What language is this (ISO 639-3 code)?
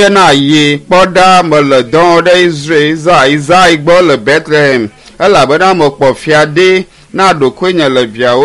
ewe